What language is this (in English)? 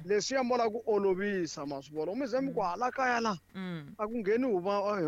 Tsonga